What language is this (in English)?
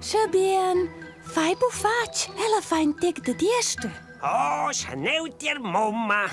Romansh